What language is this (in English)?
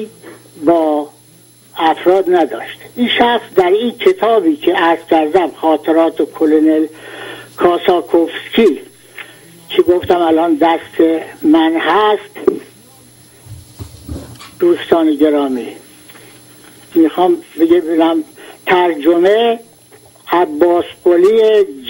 Persian